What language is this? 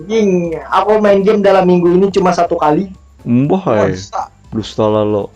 Banjar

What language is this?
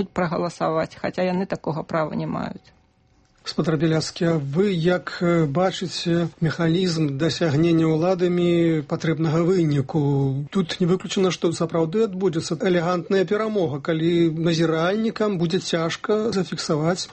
Belarusian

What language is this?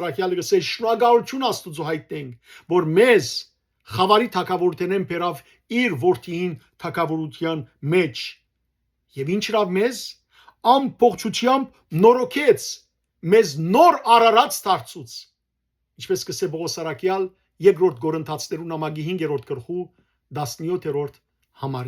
Western Armenian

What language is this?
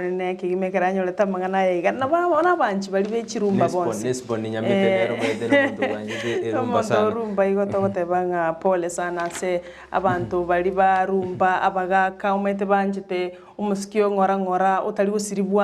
Gusii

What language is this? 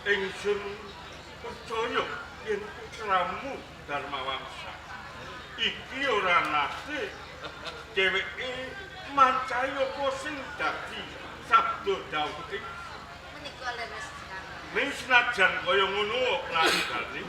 Javanese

